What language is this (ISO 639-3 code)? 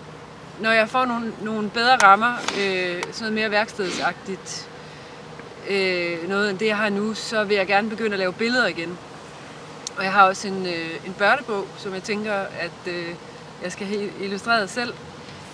dan